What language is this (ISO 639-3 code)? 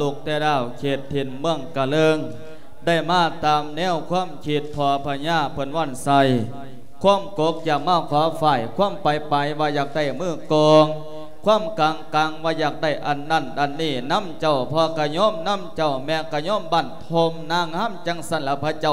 lao